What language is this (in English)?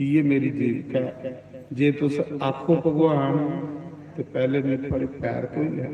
Dogri